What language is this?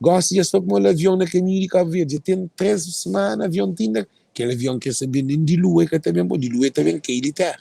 Kabuverdianu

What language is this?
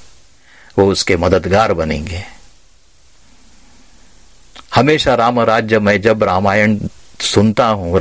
Hindi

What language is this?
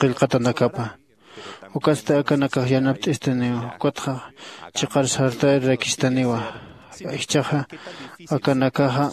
Aymara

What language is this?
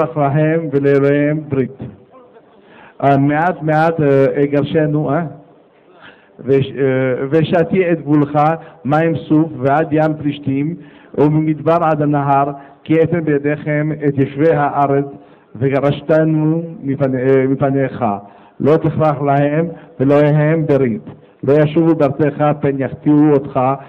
Hebrew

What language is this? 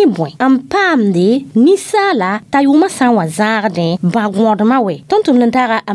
Mossi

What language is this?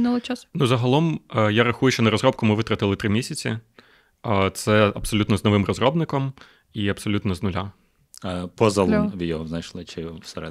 Ukrainian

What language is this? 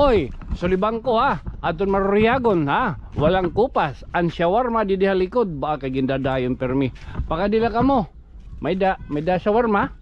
Waray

